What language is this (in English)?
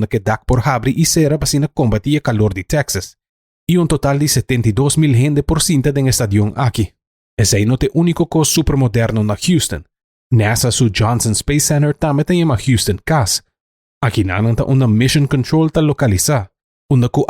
Papiamento